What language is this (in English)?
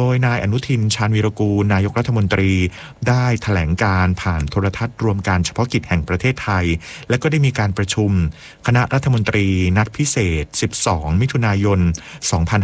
Thai